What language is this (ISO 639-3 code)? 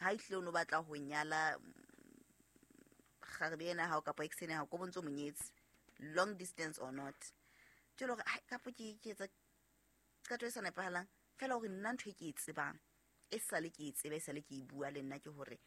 sot